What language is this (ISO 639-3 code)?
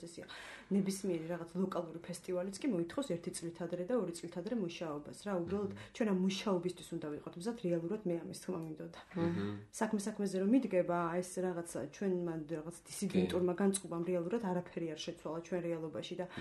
kat